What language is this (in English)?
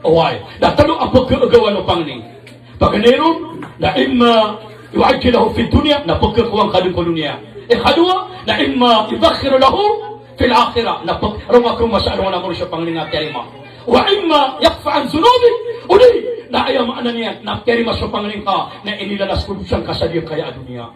Maranao